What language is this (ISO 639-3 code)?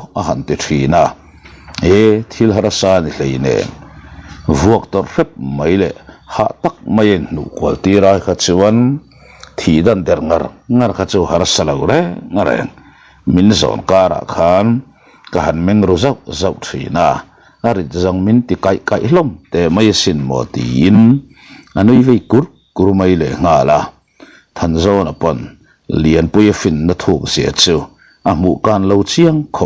lus